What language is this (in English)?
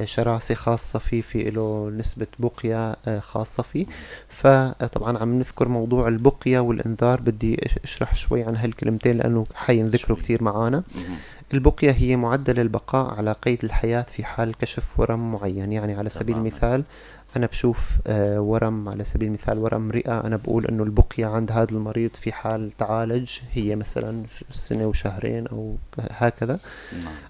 North Levantine Arabic